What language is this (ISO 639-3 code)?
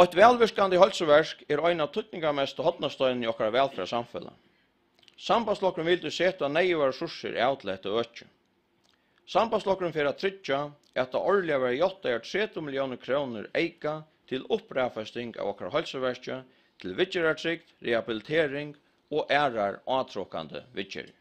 fao